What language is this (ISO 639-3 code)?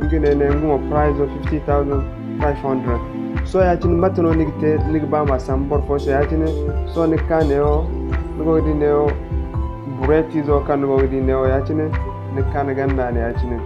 dje